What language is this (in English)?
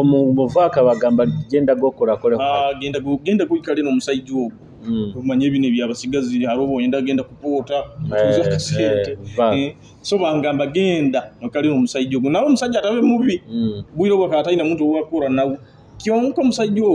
Nyoro